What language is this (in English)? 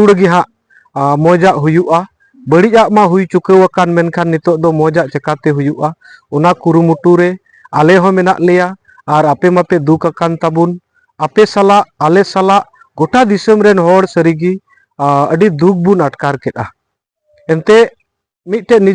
Santali